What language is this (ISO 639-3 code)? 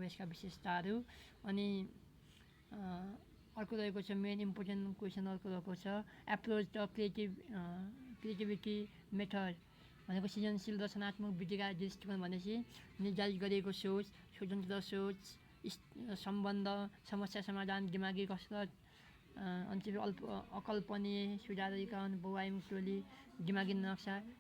nep